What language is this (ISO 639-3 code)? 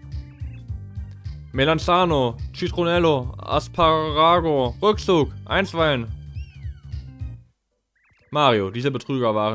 deu